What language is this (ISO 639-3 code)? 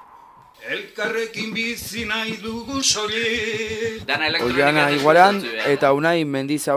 eus